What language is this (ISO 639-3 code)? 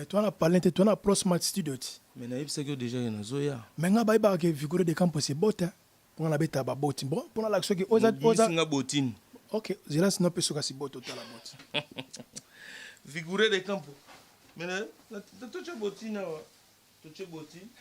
lin